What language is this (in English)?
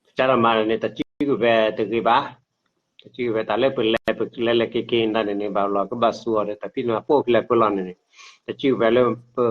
S'gaw Karen